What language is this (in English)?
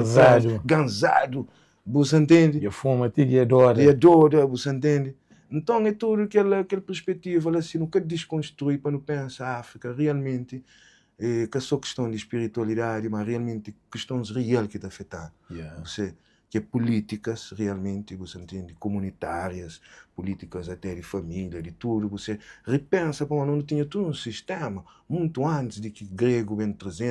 Kabuverdianu